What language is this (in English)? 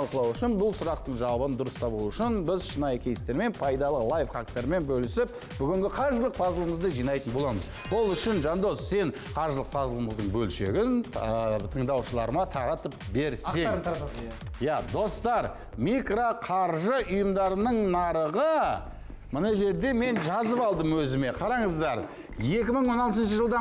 Kazakh